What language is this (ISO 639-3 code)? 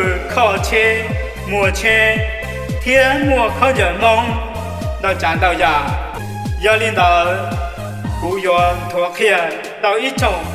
hmn